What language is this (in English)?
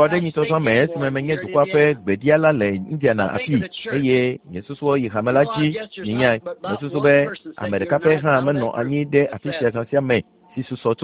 Ewe